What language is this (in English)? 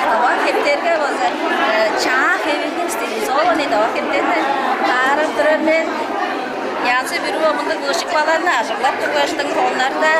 Tuvinian